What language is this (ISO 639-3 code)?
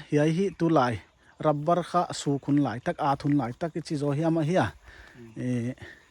pck